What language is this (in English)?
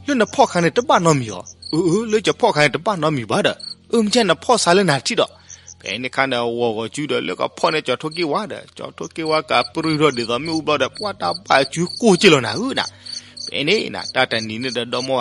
S'gaw Karen